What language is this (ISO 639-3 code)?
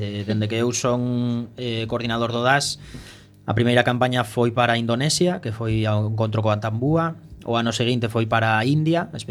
glg